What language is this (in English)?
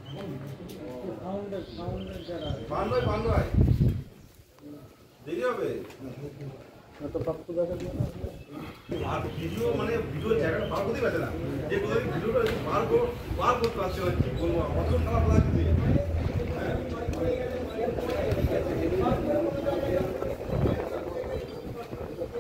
Bangla